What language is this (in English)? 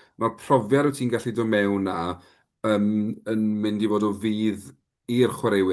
Welsh